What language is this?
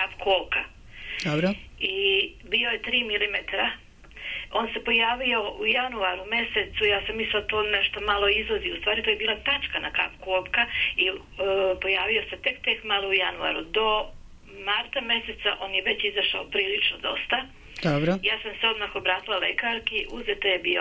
Serbian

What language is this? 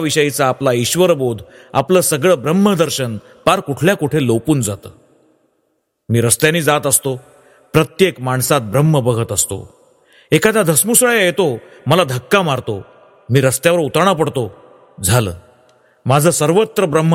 Marathi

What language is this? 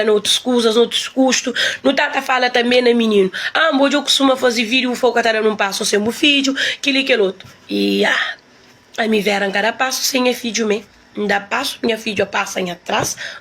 Kabuverdianu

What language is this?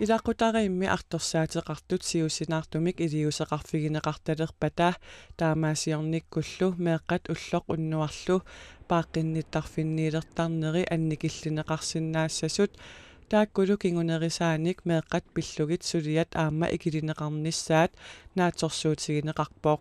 Kalaallisut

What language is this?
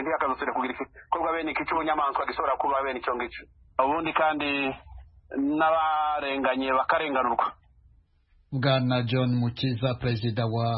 Kinyarwanda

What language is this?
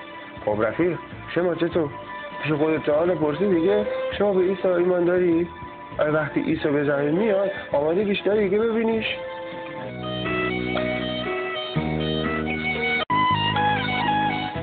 Persian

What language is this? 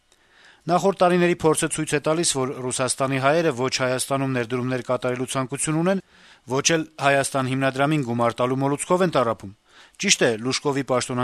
Armenian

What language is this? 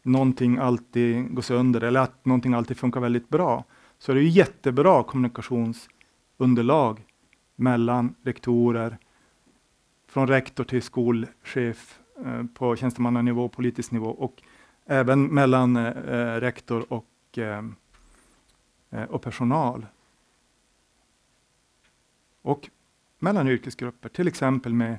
Swedish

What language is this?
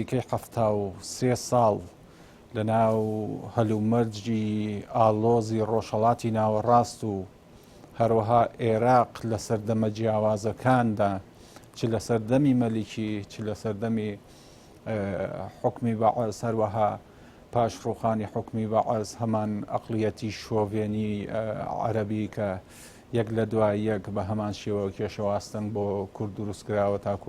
Central Kurdish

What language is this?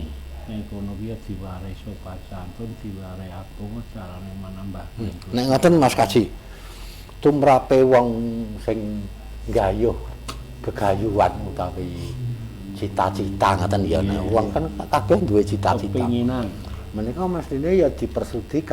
Javanese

